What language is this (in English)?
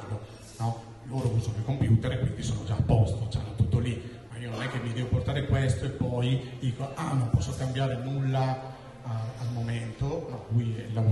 Italian